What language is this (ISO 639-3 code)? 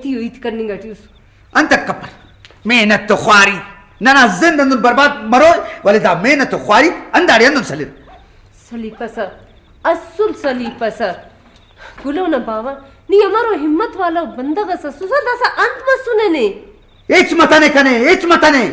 brh